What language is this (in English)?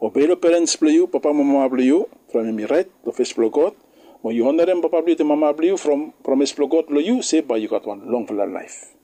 Bislama